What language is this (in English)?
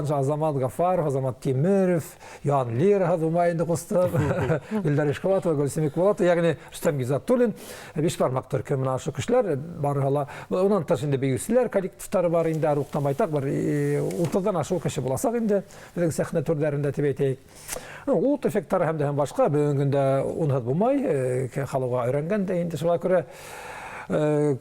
Bashkir